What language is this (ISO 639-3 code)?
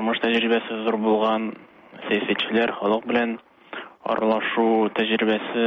tat